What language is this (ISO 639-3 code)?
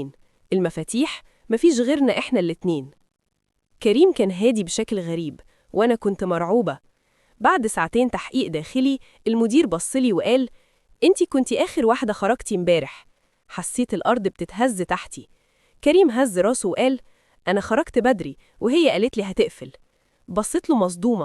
arz